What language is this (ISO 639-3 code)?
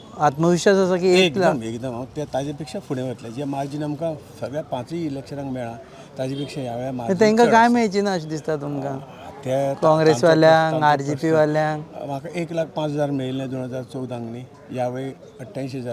kok